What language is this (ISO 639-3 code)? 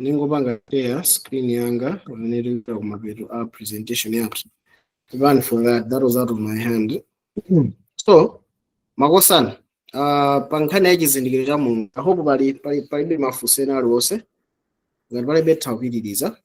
nya